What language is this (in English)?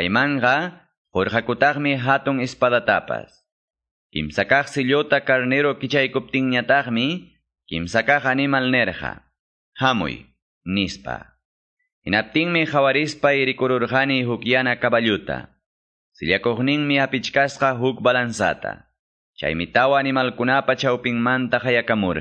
Quechua